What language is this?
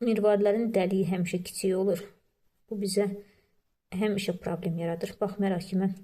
Azerbaijani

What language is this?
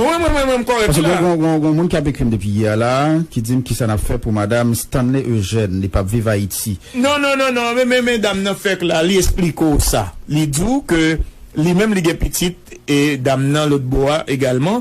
Haitian Creole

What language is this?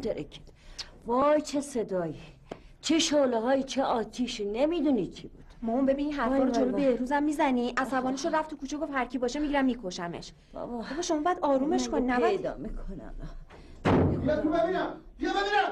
Persian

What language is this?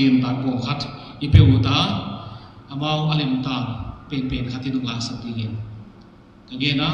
Paite Chin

